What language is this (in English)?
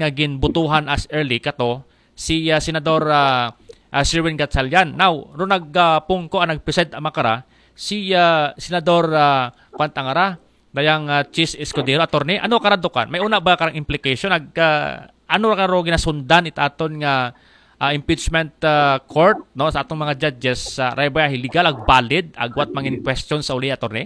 Aklanon